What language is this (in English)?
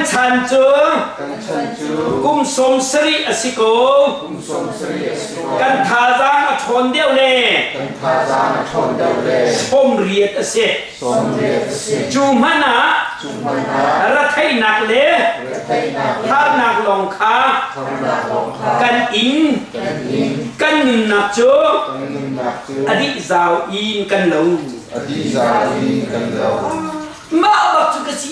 Hakha Chin